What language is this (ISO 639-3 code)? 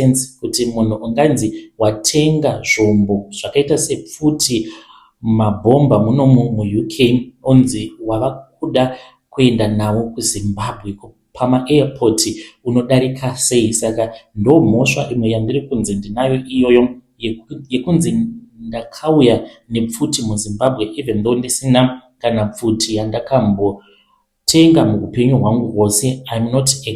sna